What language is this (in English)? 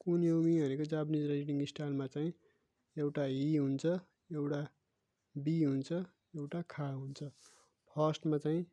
Nepali